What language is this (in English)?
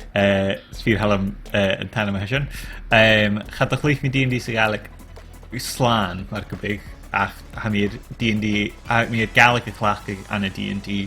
Scottish Gaelic